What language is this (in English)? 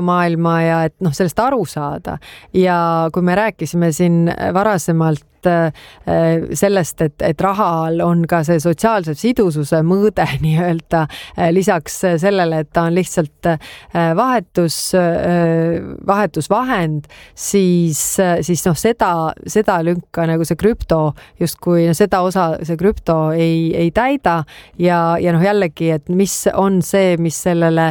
Estonian